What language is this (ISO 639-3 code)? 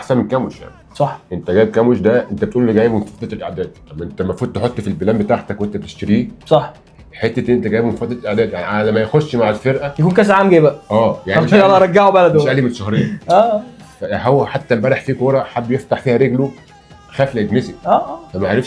arz